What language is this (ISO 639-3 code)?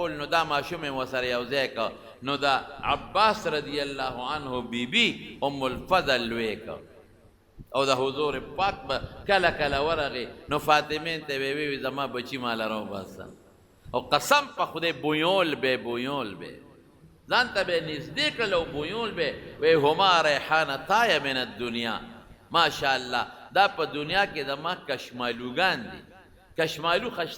pus